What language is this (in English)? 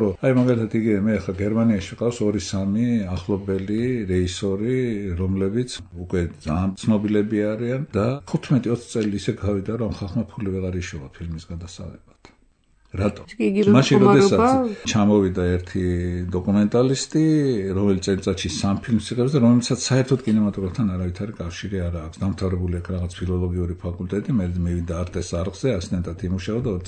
Georgian